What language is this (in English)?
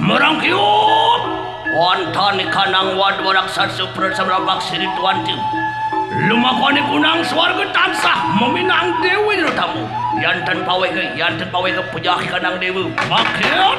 Balinese